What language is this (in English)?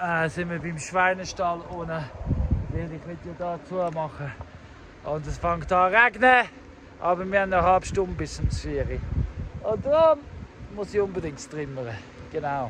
Swiss German